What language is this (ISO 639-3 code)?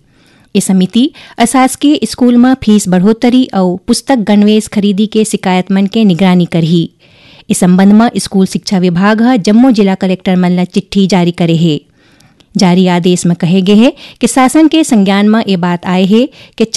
hne